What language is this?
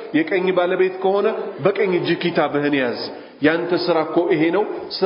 Amharic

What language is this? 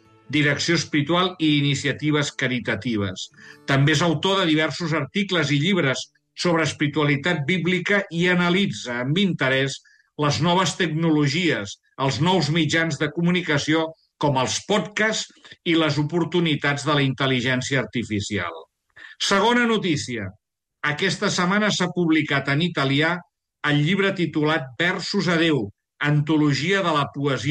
Catalan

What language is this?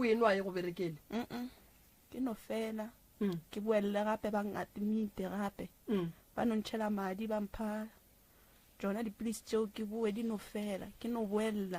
Northern Sotho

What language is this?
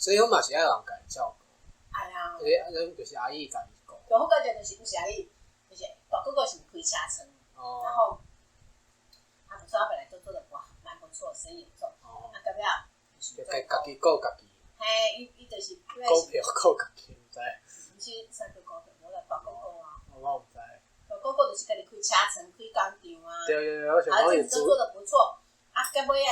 Min Nan Chinese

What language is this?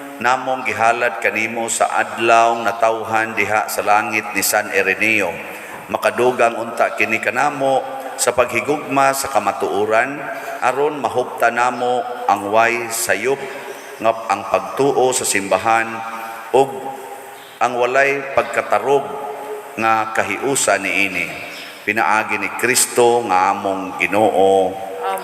Cebuano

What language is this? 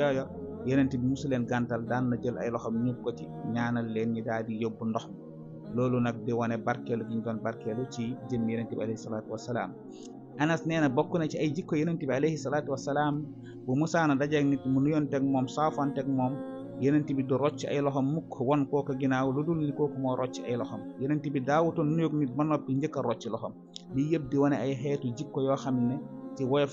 Wolof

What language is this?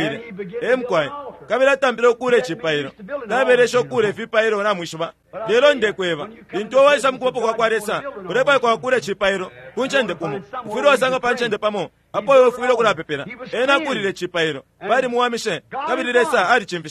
Bemba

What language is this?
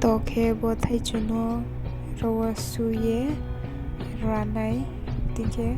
Riang (India)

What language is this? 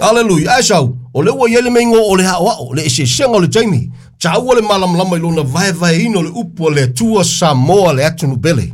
Samoan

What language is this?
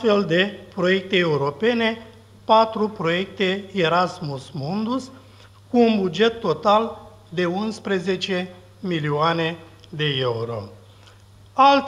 Romanian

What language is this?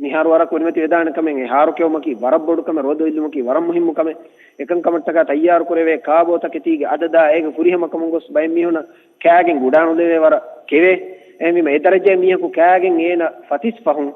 Divehi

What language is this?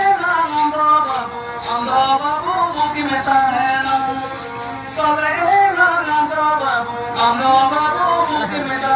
Santali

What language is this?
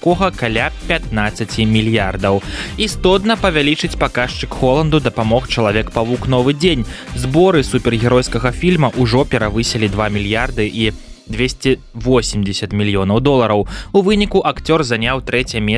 Belarusian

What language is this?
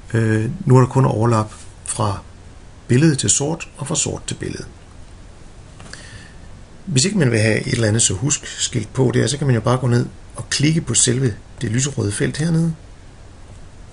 Danish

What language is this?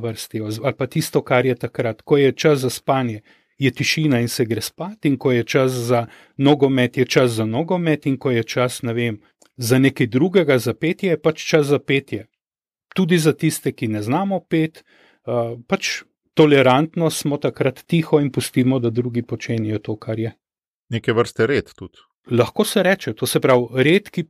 Slovenian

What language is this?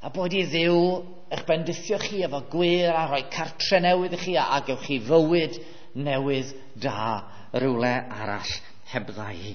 Welsh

